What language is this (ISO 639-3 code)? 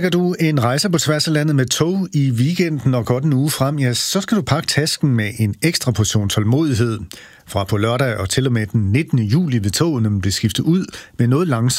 dan